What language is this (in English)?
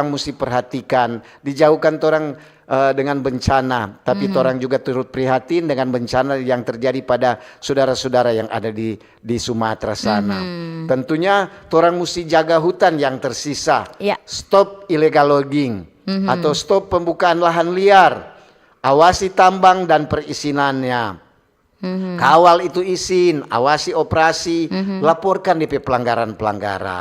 Manado Malay